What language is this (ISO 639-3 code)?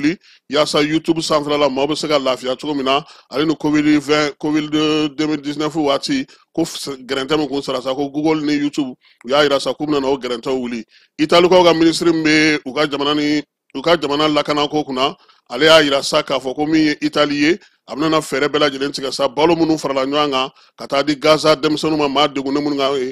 bam